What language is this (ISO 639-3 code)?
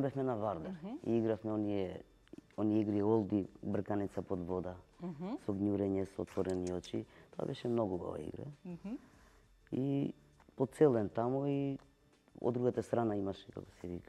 mkd